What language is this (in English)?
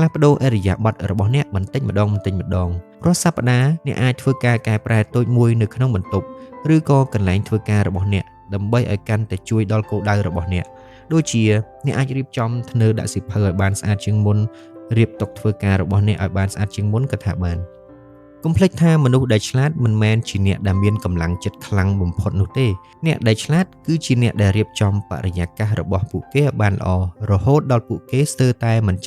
Khmer